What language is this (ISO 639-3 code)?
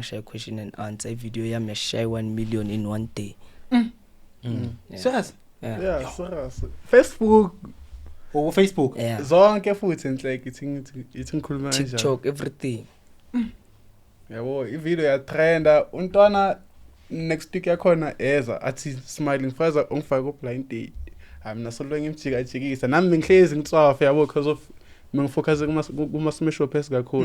zul